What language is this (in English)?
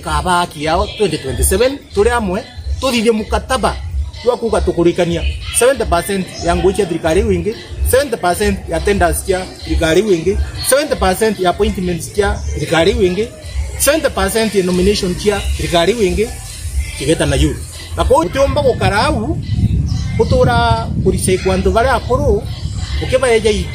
Meru